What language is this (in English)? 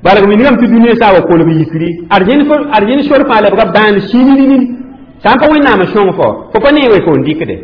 Mossi